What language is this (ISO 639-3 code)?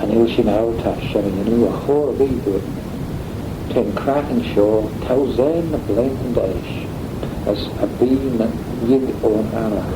glv